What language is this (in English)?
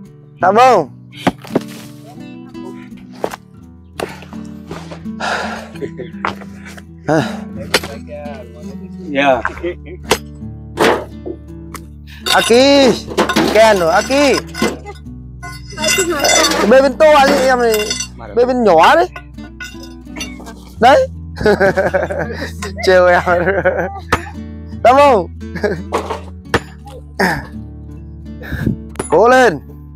Vietnamese